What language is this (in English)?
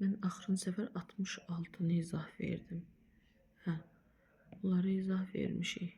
Azerbaijani